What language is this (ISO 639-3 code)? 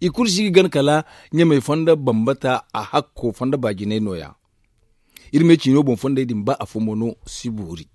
dje